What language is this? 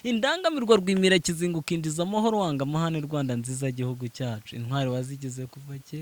Kinyarwanda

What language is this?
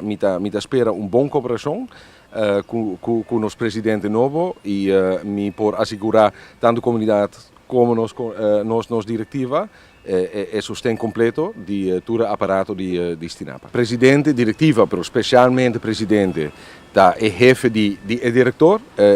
Papiamento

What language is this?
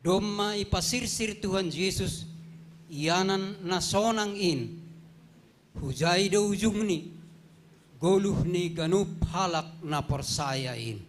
Batak Simalungun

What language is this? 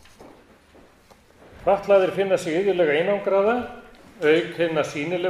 Icelandic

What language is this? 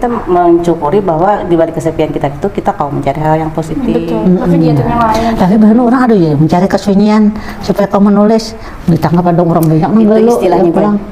Banjar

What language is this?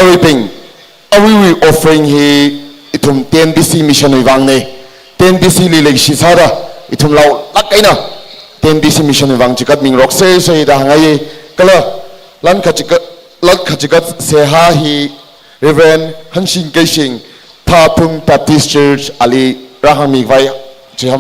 Tangkhul Naga (India)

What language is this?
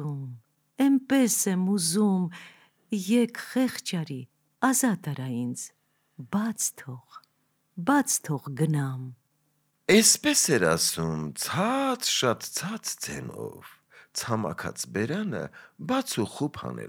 Armenian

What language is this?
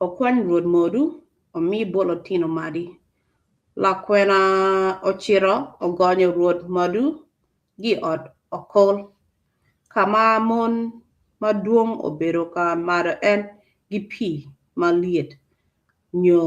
Acoli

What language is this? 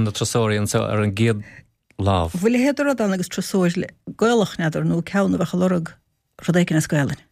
Irish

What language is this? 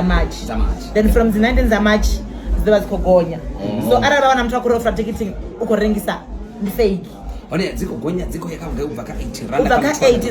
Venda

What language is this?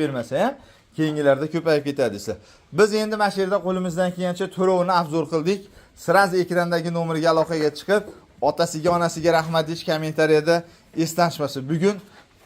Uzbek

